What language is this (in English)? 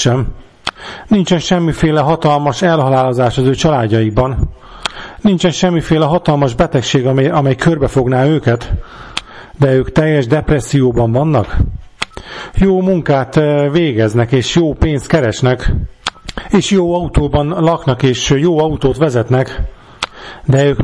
Hungarian